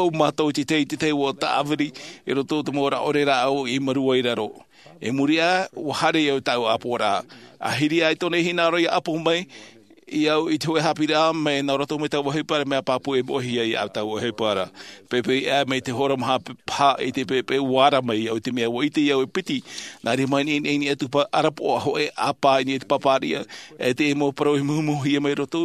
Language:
Tahitian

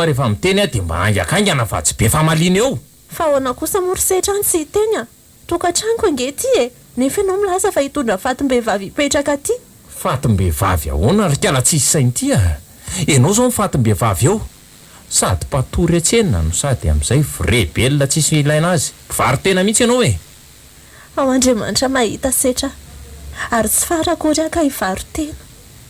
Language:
Malagasy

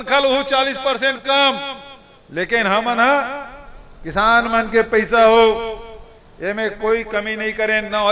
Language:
Chhattisgarhi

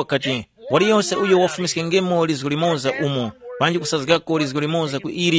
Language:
Tumbuka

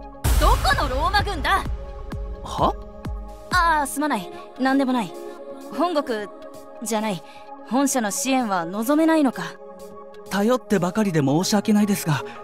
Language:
Japanese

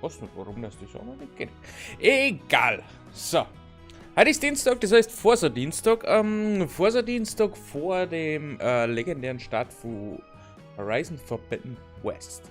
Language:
Bavarian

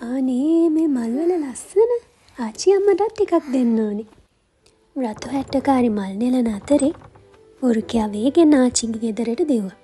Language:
Sinhala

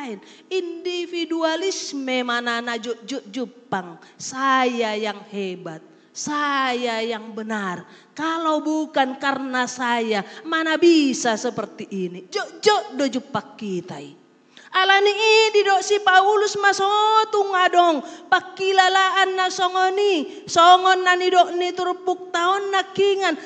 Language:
Batak Toba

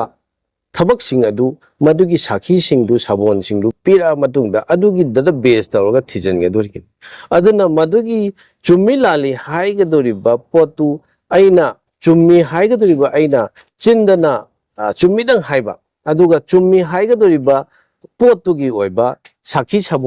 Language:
Manipuri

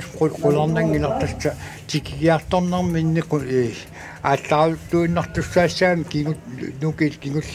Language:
Kalaallisut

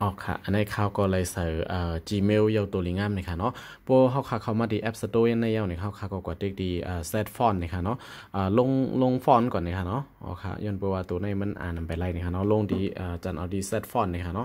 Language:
Shan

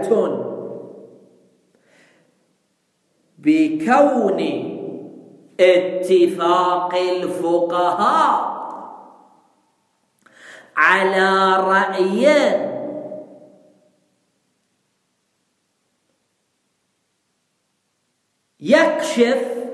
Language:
Arabic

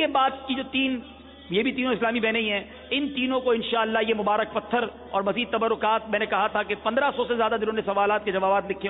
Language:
Urdu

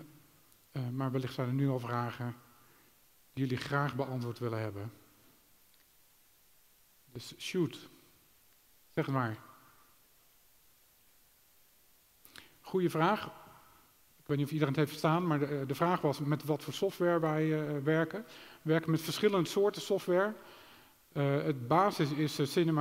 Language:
Dutch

